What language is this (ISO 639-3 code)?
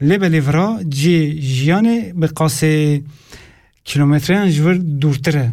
kur